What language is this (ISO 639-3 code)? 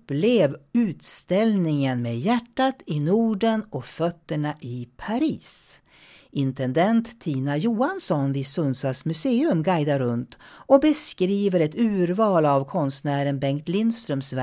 swe